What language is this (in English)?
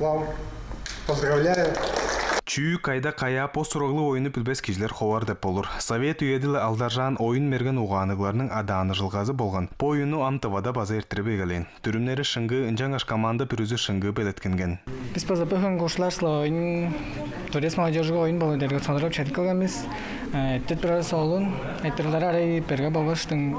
Tuvinian